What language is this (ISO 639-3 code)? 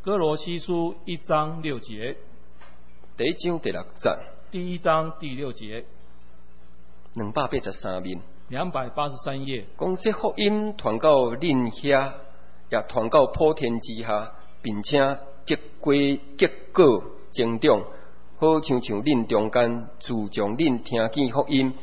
nan